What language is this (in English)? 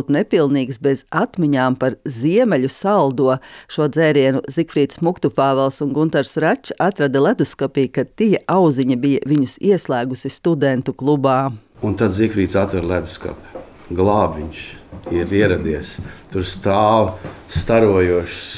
Latvian